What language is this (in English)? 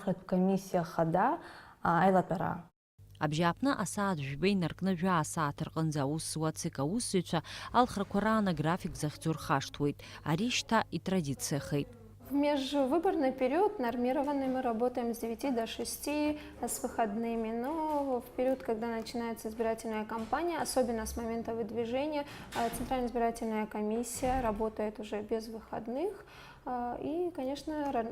Abkhazian